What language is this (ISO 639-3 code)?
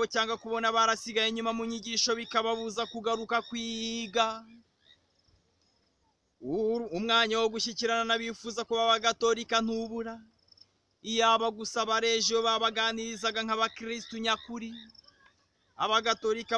kin